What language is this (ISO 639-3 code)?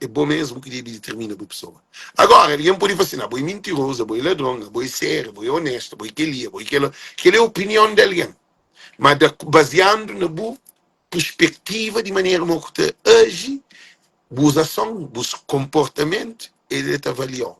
kea